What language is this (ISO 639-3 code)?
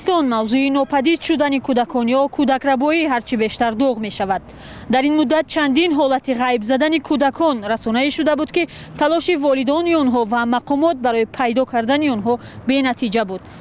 tgk